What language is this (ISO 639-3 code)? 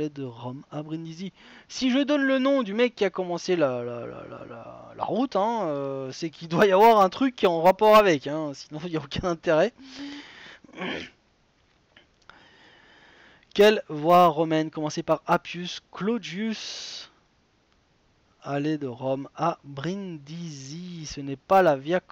fra